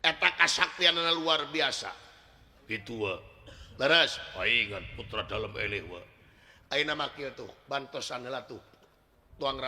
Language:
Sundanese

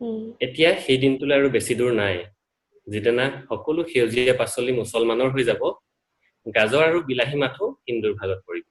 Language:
Assamese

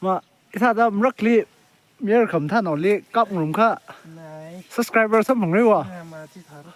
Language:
Tangkhul Naga (India)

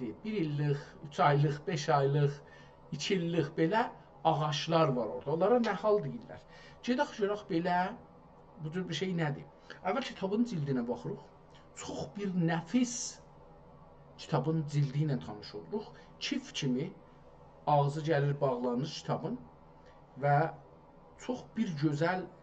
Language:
South Azerbaijani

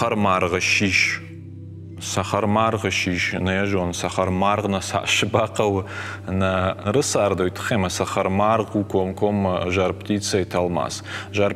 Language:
Ossetic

